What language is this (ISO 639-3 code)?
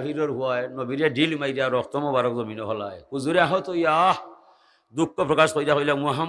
syl